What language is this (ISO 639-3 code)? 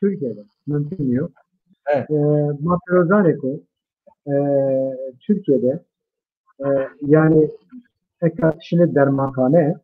zza